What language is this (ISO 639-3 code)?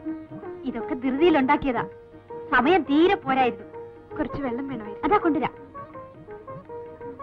mal